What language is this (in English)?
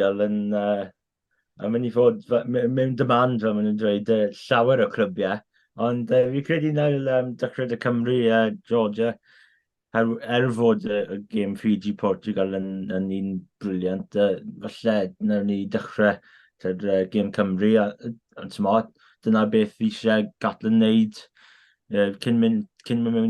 Welsh